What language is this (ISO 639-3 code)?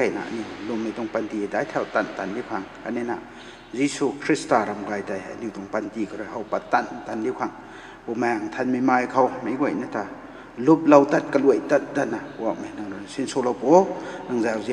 nbu